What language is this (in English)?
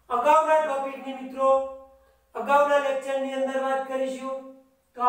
Gujarati